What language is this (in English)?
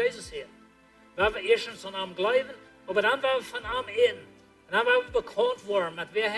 Plautdietsch